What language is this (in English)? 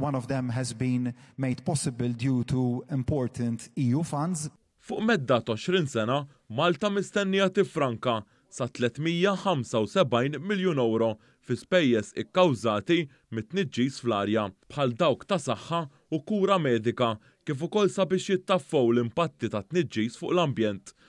Maltese